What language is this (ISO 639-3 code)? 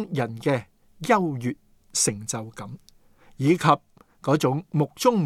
yue